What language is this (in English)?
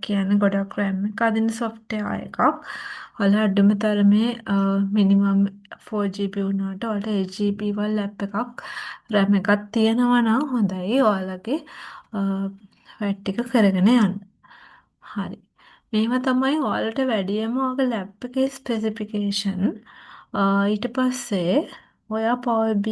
Sinhala